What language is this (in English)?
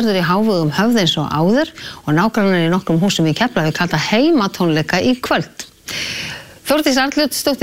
Icelandic